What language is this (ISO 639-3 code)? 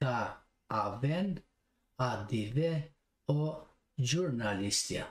rmn